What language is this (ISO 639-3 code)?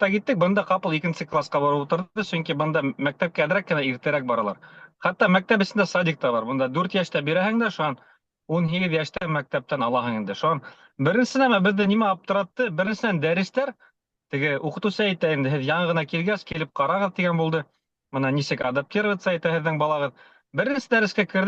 bak